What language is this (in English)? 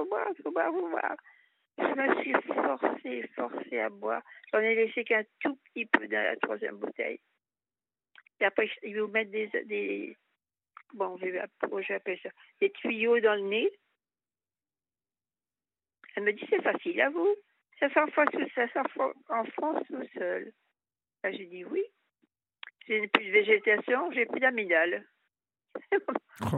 French